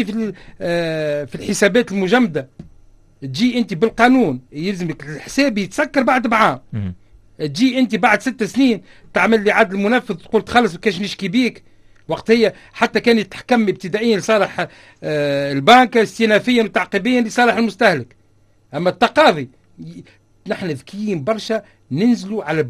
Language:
Tunisian Arabic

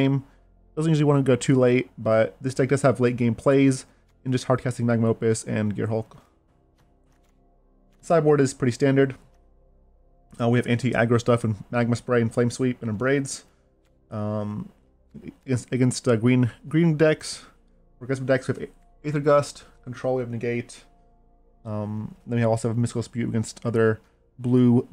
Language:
English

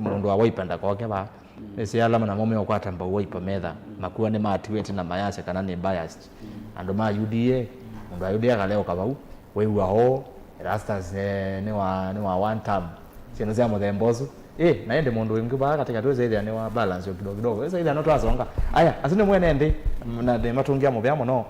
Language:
Kamba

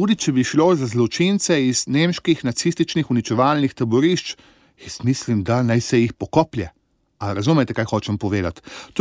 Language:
Slovenian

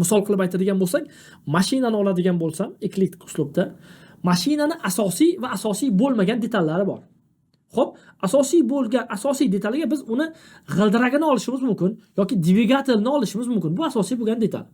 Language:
Uzbek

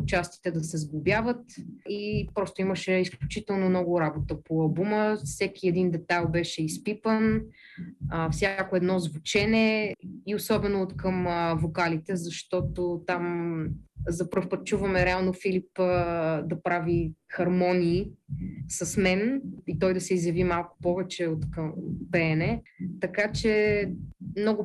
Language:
Bulgarian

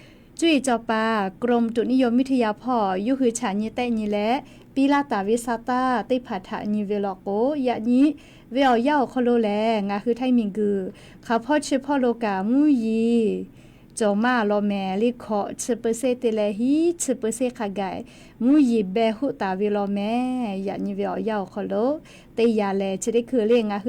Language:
Lahu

